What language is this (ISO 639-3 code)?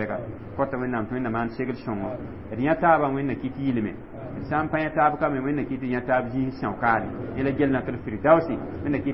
mos